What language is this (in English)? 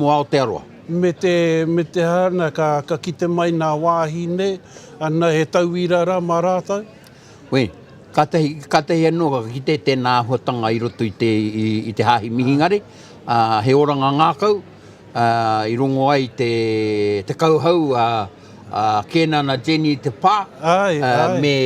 Māori